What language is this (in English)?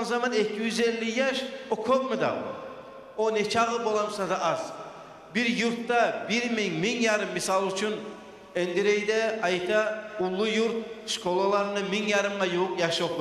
Kumyk